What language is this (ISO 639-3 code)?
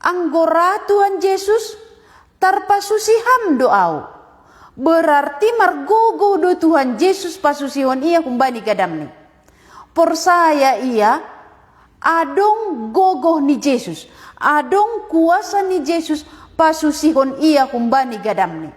bts